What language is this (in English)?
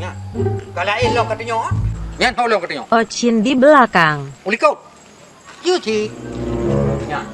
Achinese